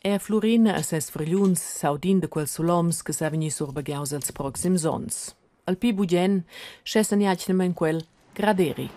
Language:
Romansh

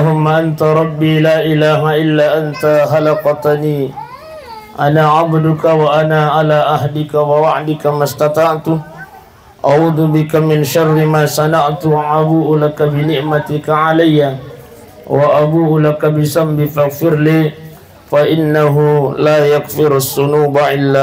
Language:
Buginese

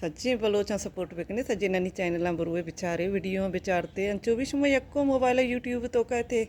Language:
Baluchi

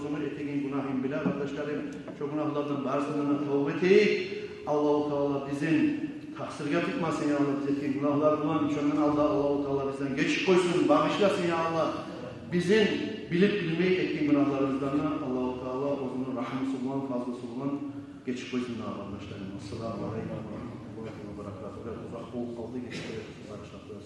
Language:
Kumyk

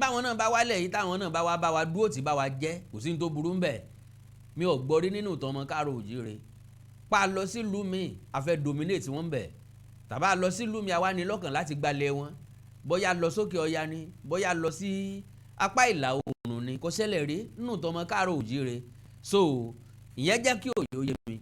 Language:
Yoruba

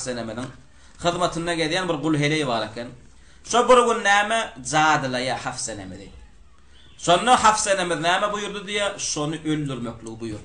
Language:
Turkmen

